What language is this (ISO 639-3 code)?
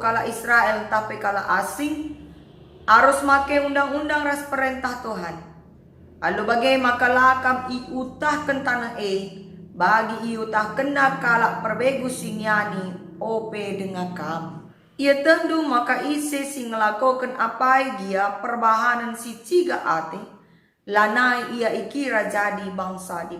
btx